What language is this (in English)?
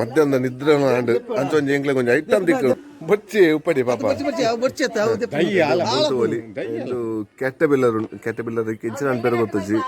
Tulu